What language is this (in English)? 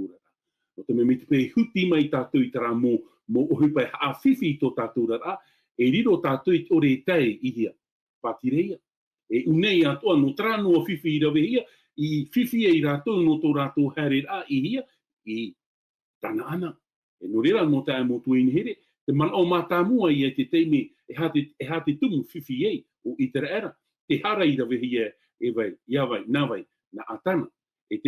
Tahitian